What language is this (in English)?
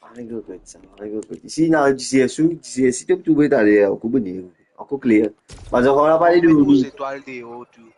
Morisyen